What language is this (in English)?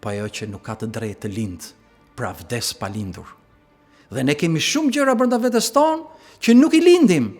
Albanian